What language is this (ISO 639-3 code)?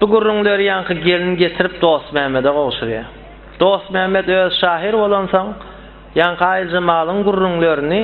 tuk